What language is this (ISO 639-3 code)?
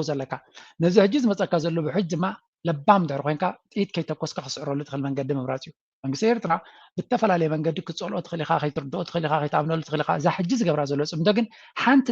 tir